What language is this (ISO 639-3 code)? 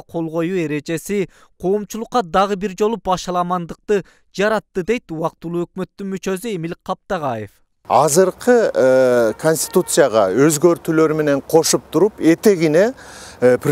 kir